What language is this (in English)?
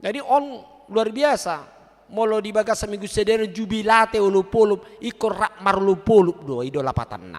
Batak Toba